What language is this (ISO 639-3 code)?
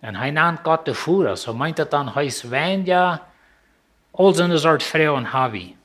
pdt